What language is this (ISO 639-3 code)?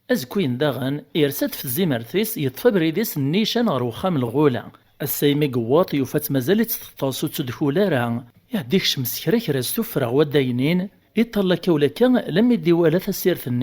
kab